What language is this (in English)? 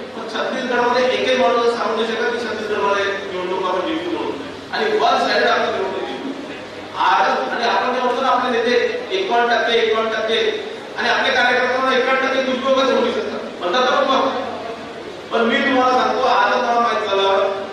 Marathi